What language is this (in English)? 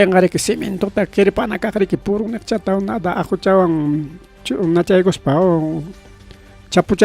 Ayacucho Quechua